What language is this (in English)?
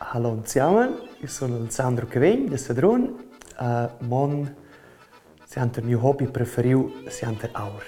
Romansh